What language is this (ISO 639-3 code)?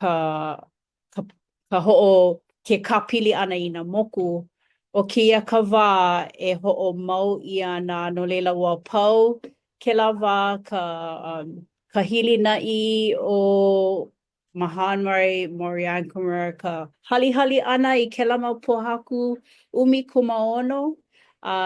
haw